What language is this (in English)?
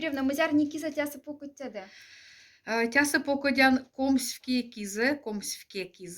Moksha